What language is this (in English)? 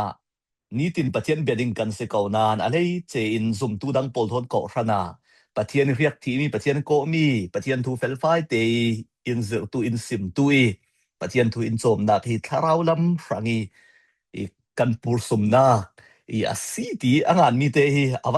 Falam Chin